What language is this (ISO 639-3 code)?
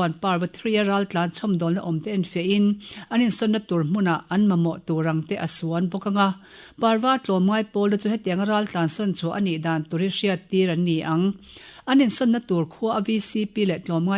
lus